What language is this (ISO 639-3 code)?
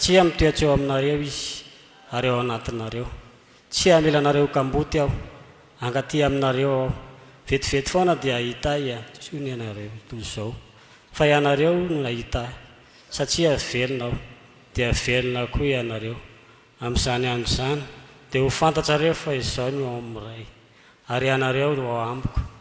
mlg